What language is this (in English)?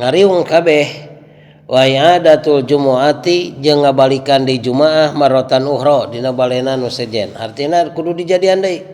Sundanese